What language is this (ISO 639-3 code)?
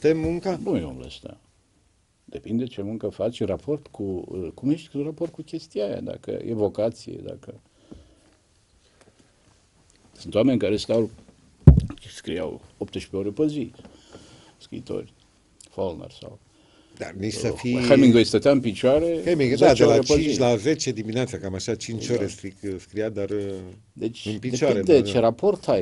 ron